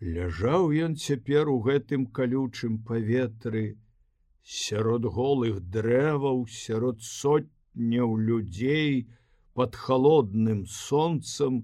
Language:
Belarusian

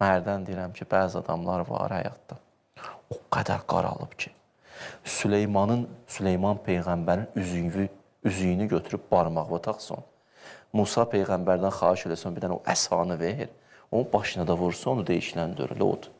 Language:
Azerbaijani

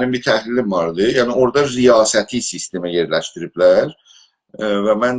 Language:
South Azerbaijani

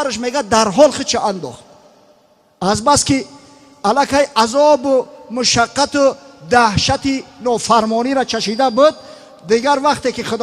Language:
Tajik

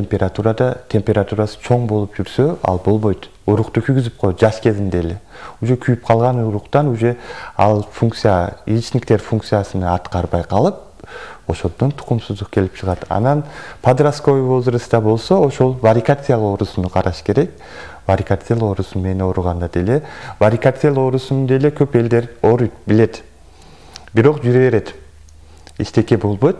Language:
Kyrgyz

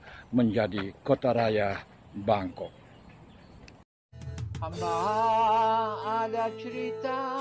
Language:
Malay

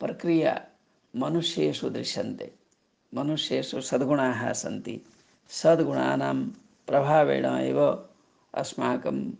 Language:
Sanskrit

